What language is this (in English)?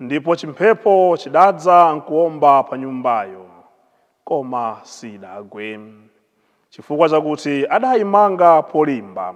Nyanja